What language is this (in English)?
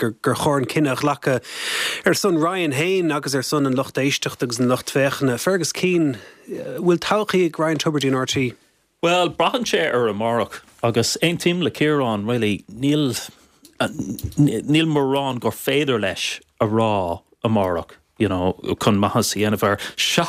Irish